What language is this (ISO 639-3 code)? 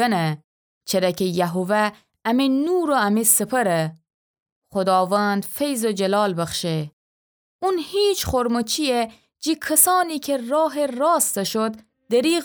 glk